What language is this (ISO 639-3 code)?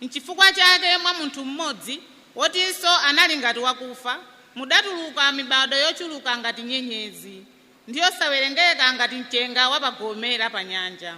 nya